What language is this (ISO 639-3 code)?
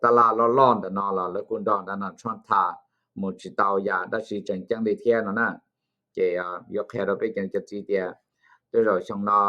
hmn